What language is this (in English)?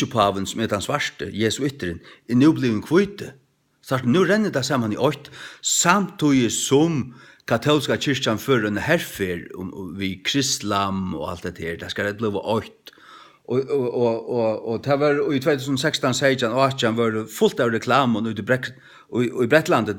Faroese